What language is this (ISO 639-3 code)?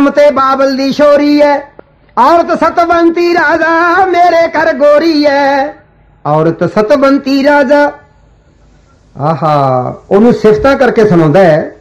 pan